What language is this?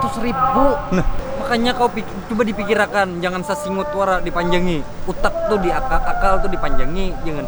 Banjar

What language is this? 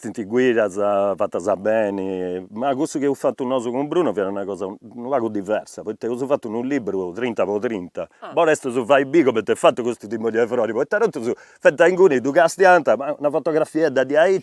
Sardinian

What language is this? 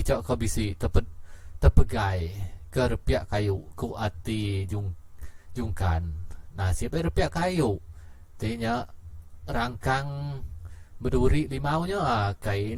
Iban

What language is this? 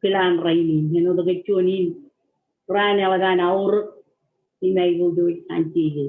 Marshallese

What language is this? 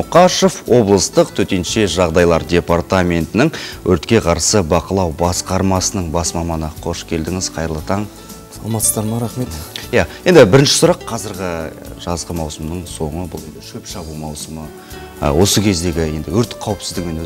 Kazakh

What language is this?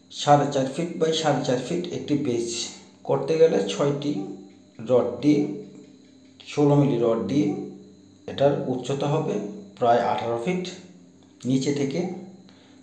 Bangla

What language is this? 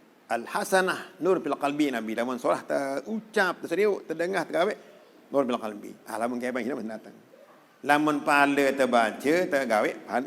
Sasak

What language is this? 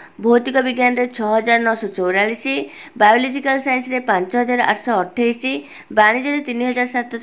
Odia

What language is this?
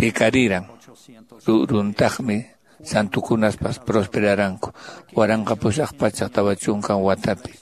Quechua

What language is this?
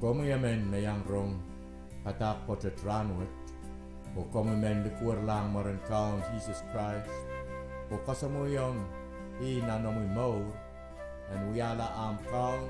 Pohnpeian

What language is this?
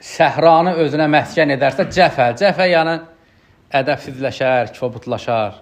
Azerbaijani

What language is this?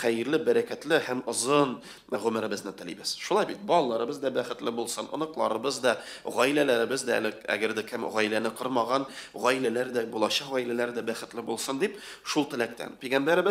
Tatar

